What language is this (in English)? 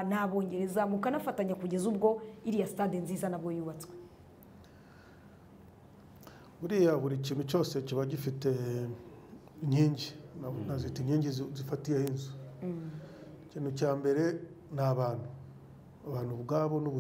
Kinyarwanda